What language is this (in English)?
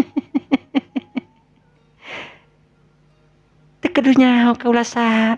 Sundanese